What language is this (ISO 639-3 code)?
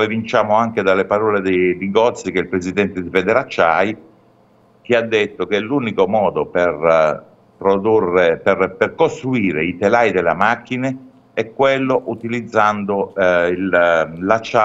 ita